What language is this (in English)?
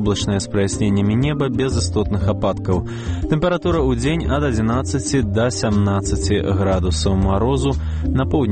Belarusian